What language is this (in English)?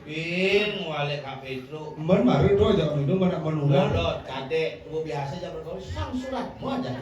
Balinese